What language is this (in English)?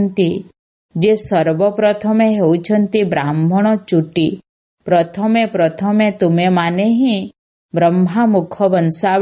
Odia